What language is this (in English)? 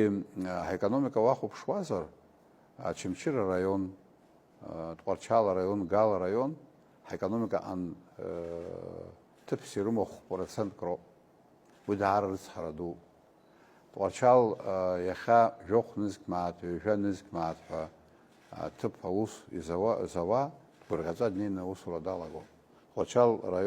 Abkhazian